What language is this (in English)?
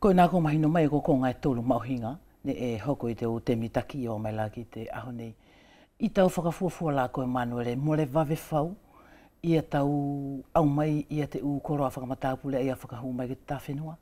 Wallisian